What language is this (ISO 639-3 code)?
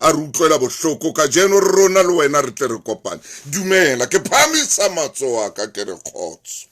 sot